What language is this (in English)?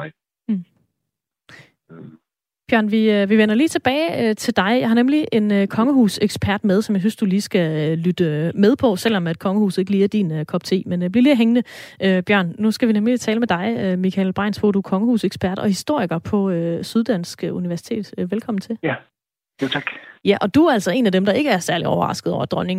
Danish